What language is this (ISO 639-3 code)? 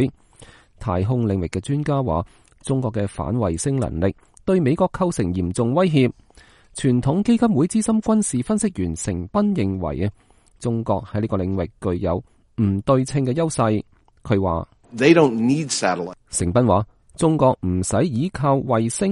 yue